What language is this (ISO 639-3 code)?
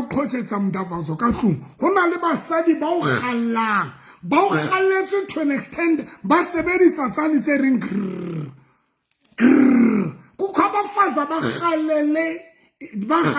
sot